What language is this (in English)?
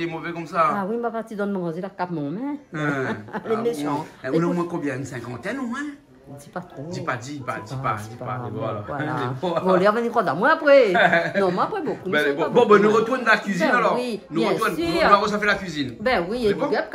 Réunion Creole French